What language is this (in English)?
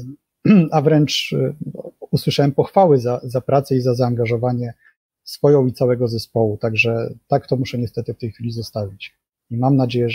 Polish